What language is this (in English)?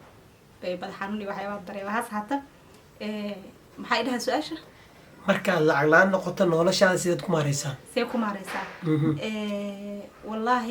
Somali